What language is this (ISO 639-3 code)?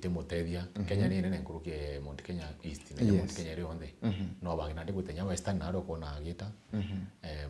mer